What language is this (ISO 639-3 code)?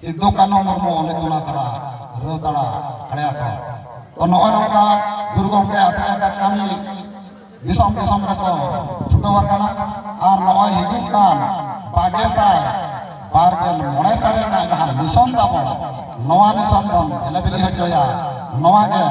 sat